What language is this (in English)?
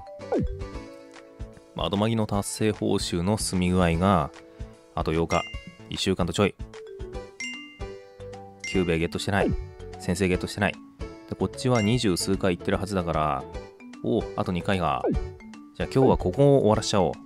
Japanese